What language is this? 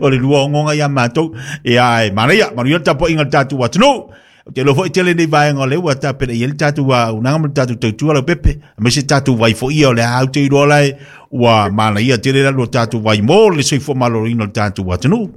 Samoan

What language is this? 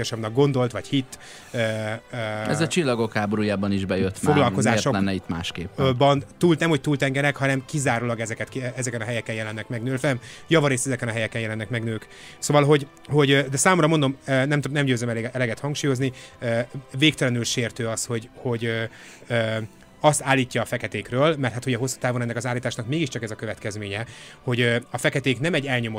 Hungarian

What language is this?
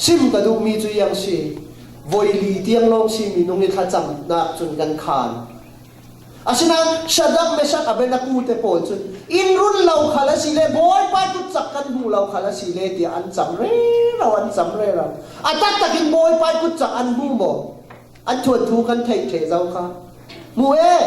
Falam Chin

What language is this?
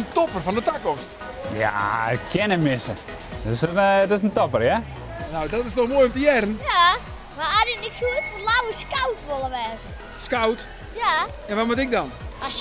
Western Frisian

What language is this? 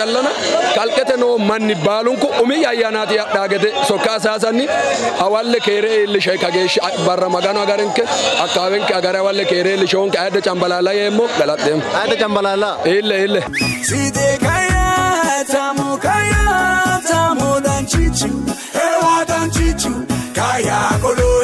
Sidamo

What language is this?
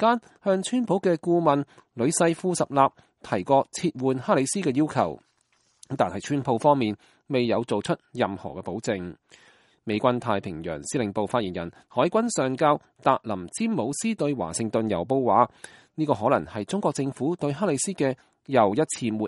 Cantonese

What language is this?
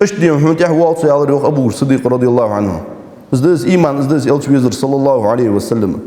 Ingush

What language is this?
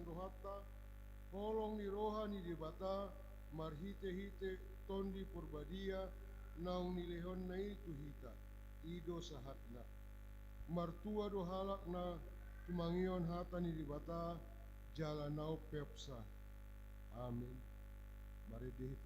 Batak Toba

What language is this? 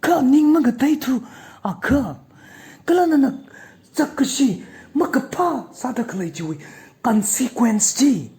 Tangkhul Naga (India)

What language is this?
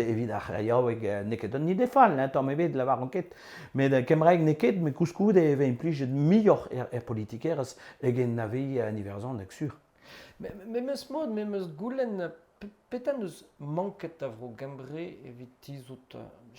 Breton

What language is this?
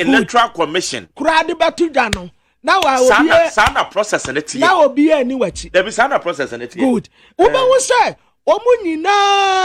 Akan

